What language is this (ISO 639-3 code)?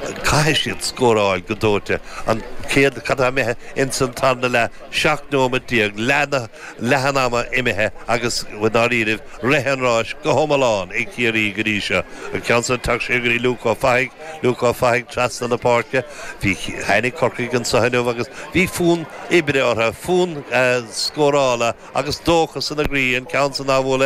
gle